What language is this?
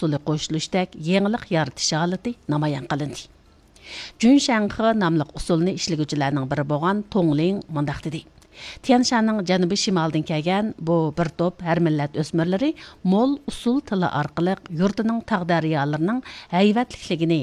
Uyghur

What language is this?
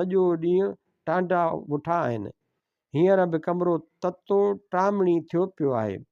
Sindhi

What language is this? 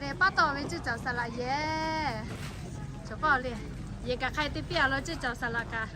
Lahu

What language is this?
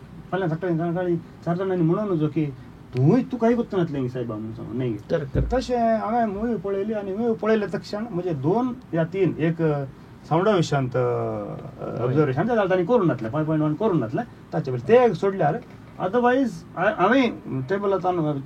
Konkani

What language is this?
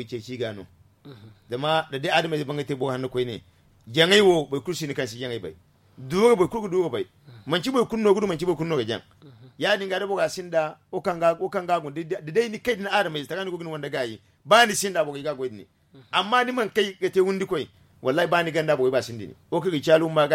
Zarma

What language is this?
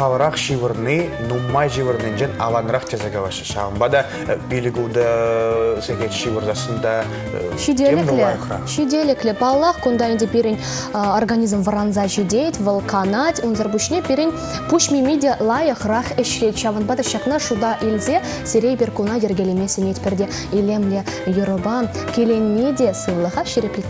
Chuvash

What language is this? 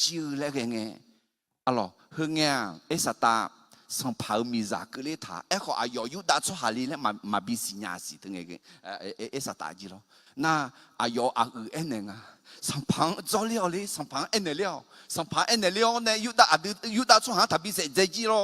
Akha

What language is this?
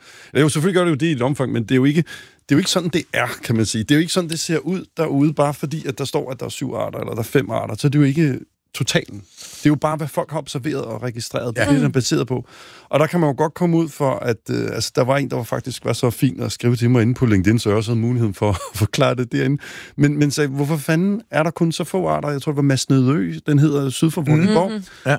Danish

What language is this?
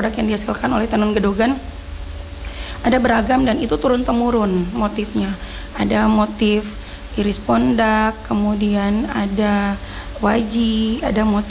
Indonesian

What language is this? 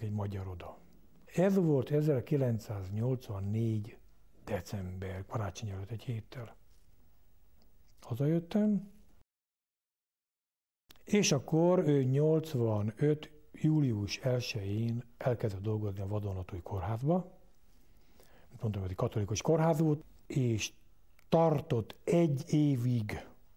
Hungarian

